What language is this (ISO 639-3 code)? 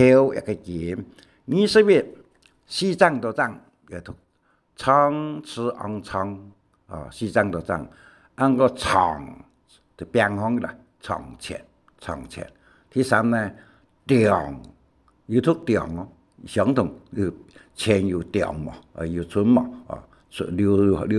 hak